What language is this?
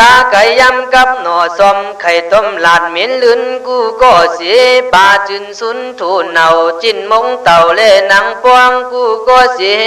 Khün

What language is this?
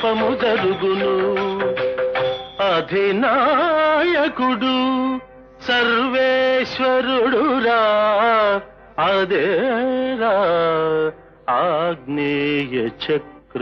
Telugu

